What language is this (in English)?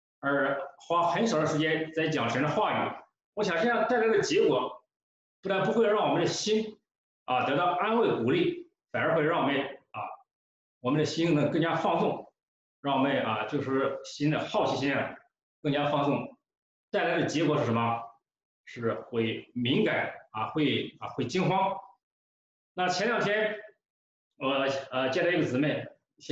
Chinese